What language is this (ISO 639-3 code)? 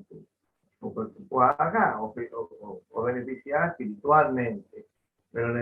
grn